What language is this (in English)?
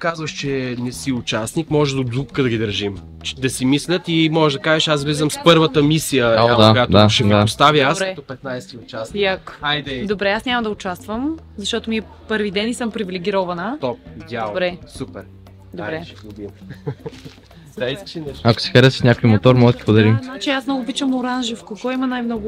Bulgarian